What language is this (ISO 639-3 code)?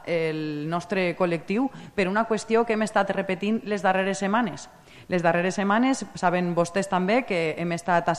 cat